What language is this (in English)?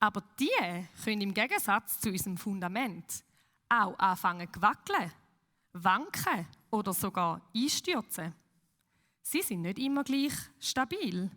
Swiss German